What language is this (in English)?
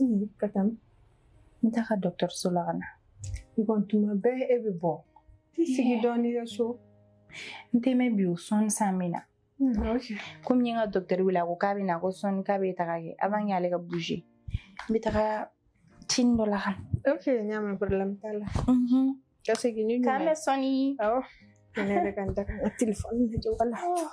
Bambara